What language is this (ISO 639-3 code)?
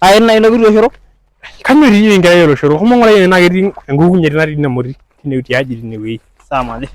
mas